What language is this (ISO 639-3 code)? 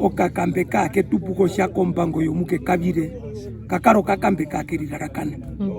her